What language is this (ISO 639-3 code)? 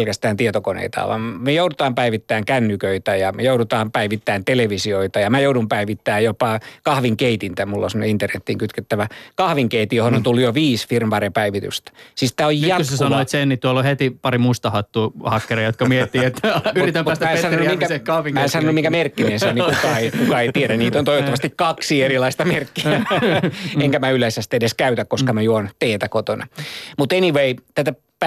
fin